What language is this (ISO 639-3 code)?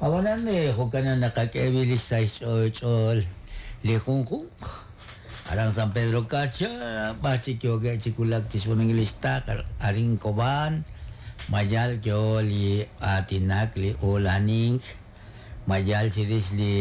kek